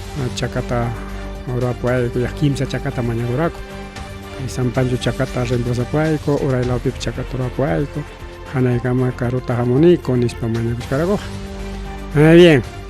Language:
Ayacucho Quechua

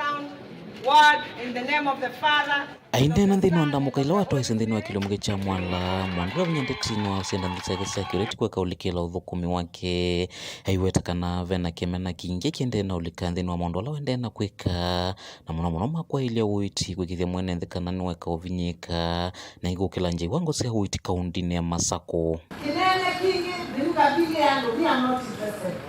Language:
Kamba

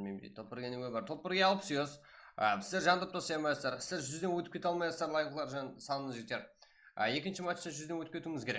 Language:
Kara-Kalpak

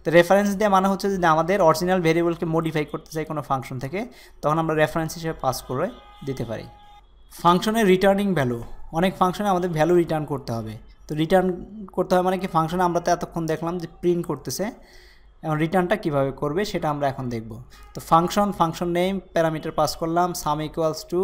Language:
Bangla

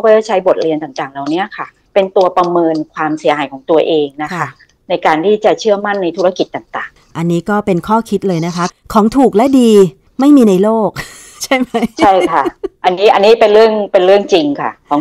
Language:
Thai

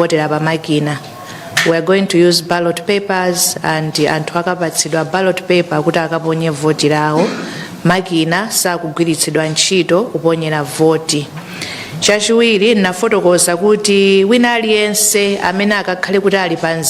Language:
Nyanja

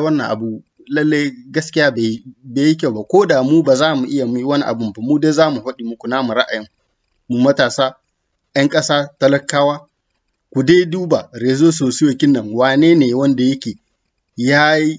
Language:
Hausa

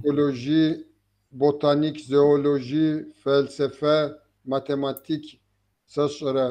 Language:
Kabardian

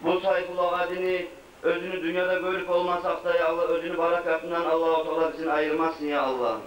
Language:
Kumyk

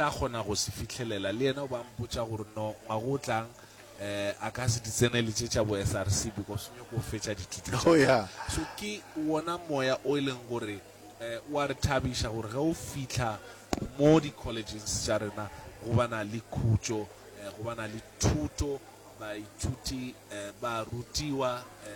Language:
Northern Sotho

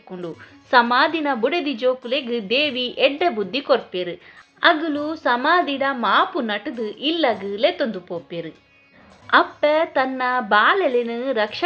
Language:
Tulu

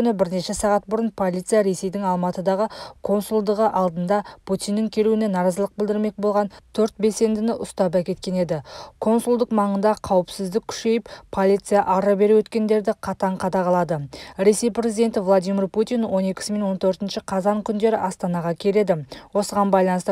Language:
Kazakh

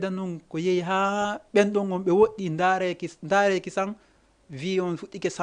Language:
Fula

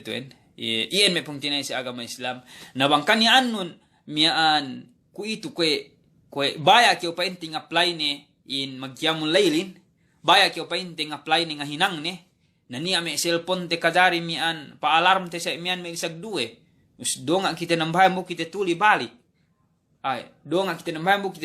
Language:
Yakan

